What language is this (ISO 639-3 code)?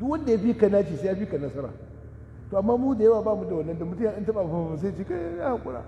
hau